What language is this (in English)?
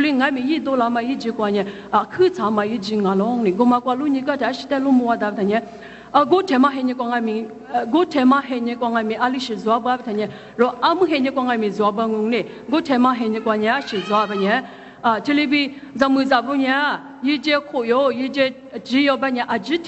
Lisu